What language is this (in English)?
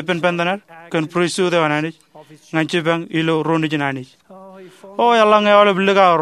Marshallese